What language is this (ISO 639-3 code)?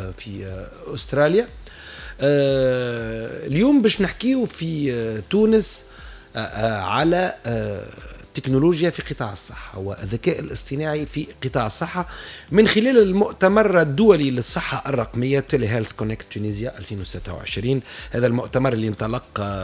aeb